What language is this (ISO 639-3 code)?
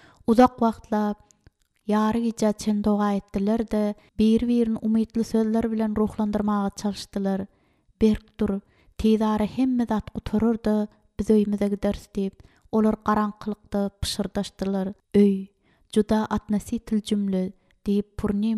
tuk